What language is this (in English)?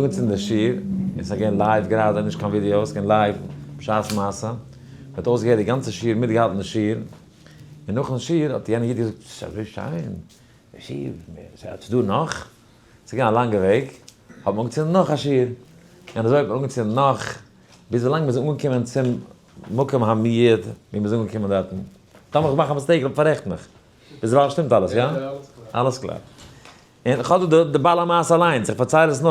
Yiddish